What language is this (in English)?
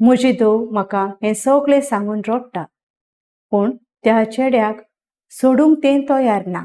Konkani